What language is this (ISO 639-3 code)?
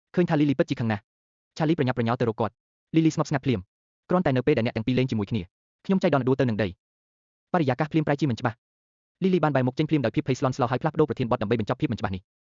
khm